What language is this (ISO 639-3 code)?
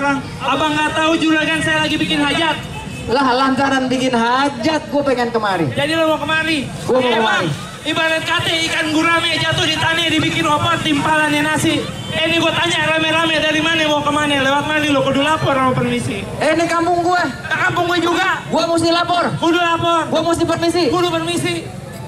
bew